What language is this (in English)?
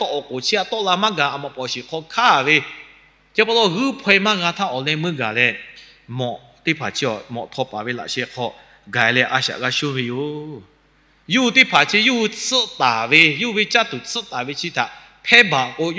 Lahu